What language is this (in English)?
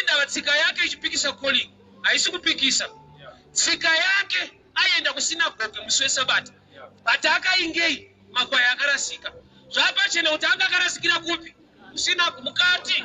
Shona